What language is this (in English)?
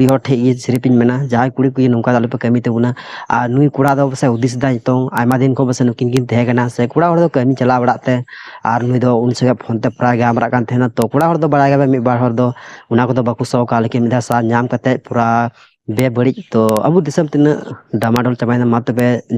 Santali